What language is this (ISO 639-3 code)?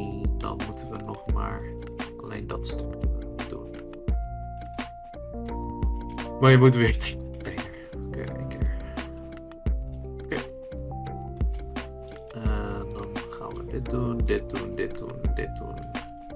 nld